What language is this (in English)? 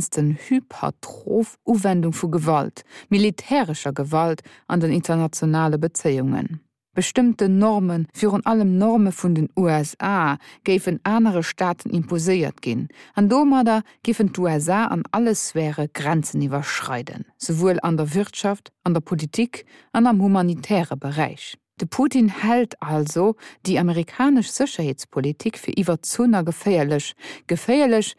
Luxembourgish